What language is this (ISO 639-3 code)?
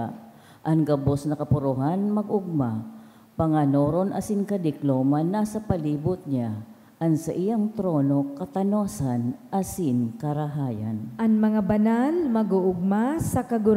bik